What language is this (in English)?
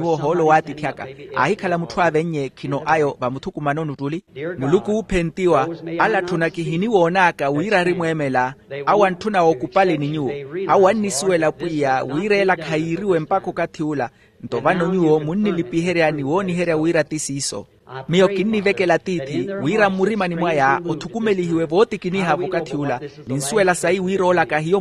Makhuwa